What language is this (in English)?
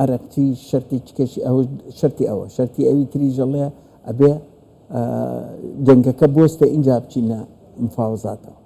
Central Kurdish